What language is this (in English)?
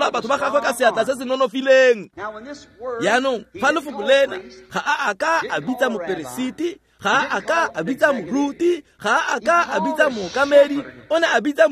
Tswana